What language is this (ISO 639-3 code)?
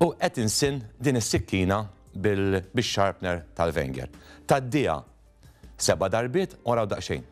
mlt